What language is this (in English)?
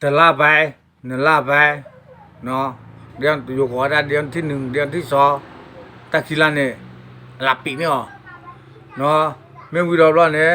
S'gaw Karen